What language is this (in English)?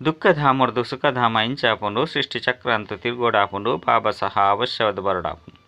Tulu